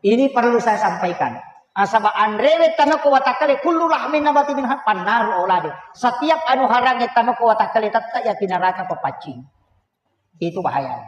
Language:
Buginese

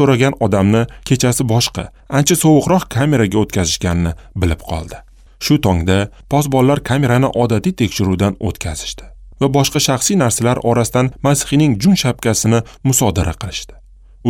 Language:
Uzbek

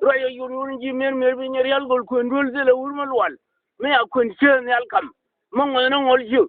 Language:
Nuer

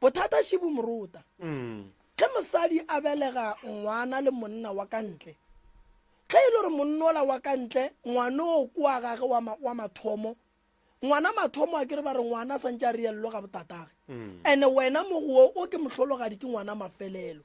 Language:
Northern Sotho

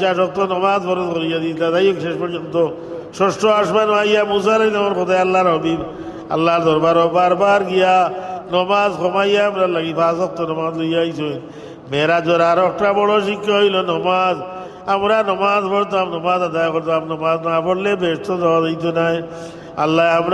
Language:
Sylheti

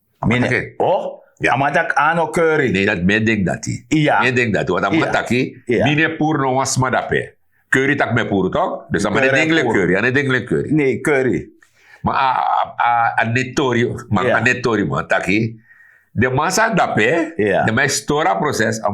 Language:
Sranan Tongo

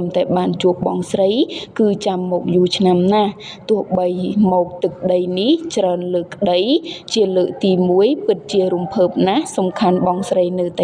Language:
Khmer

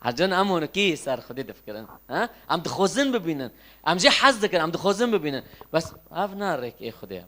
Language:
Kurdish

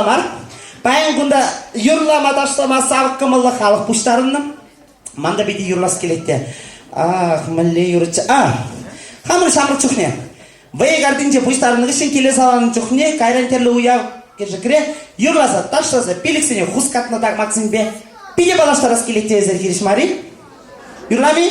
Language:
Chuvash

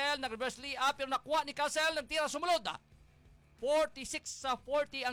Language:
Filipino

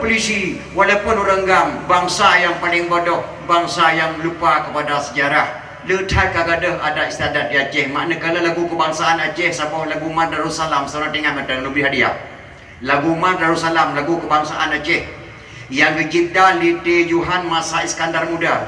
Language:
Achinese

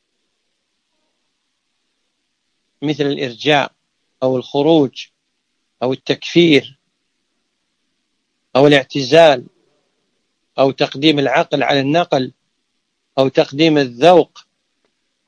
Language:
Arabic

